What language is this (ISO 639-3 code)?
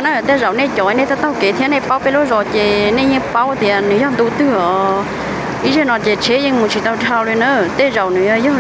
hmn